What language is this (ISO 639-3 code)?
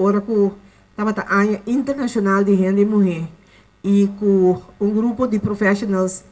pap